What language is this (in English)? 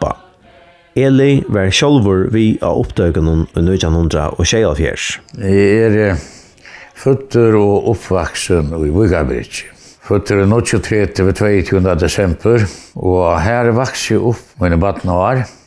Faroese